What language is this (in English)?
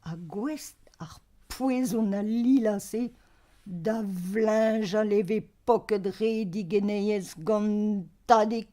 Breton